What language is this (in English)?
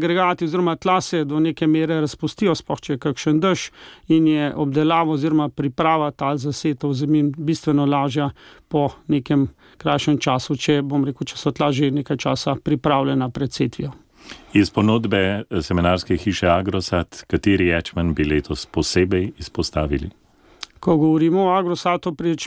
Slovenian